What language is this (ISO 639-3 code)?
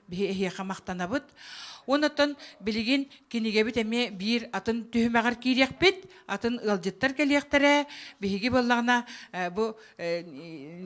sah